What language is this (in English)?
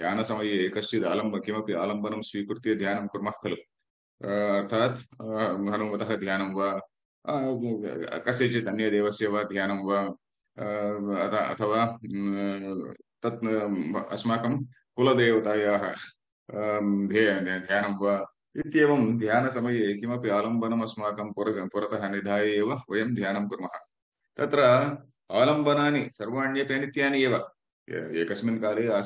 Sanskrit